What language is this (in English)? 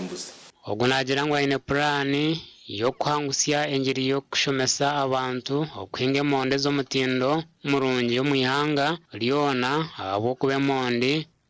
Nyankole